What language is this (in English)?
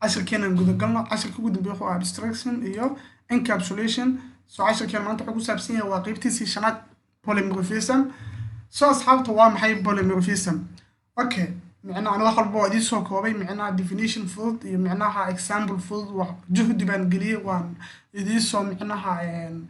Somali